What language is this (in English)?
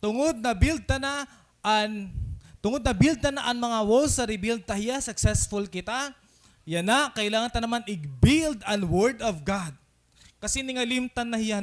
Waray